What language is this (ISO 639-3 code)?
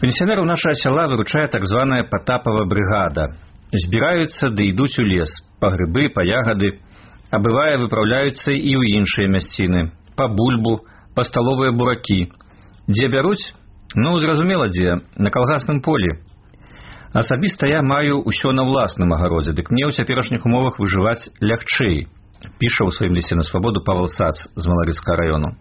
bel